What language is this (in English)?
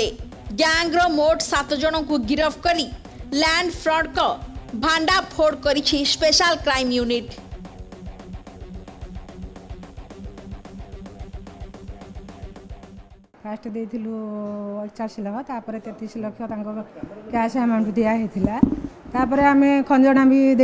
Odia